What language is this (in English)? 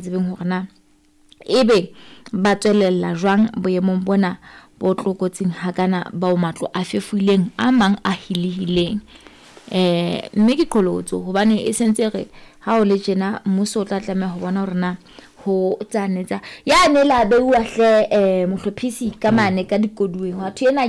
Southern Sotho